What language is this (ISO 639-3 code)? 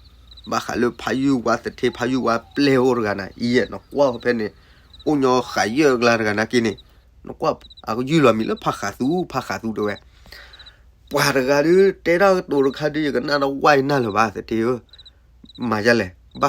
ksw